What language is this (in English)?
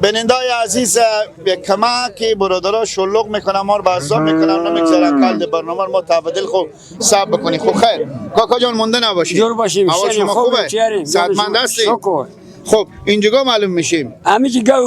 Persian